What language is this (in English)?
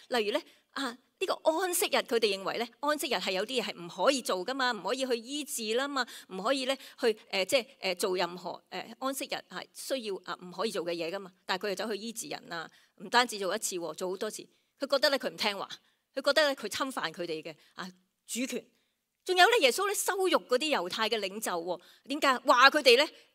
Cantonese